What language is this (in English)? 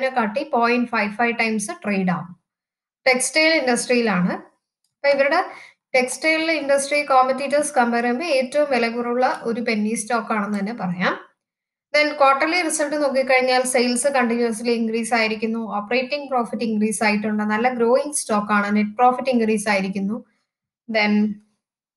Malayalam